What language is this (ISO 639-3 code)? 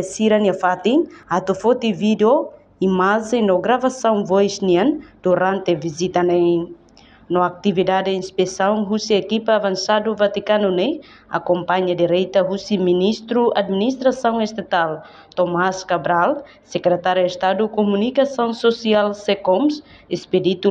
tet